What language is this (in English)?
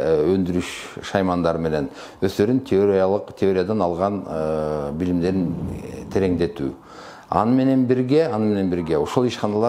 Kyrgyz